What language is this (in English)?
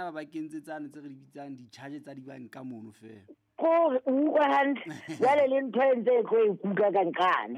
Southern Sotho